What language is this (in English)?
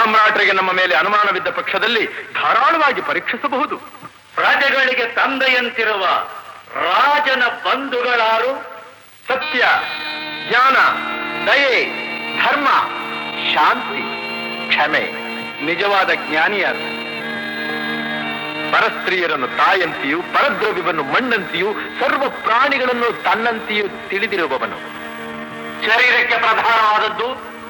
Kannada